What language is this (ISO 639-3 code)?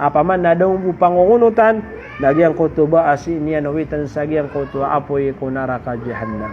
mrw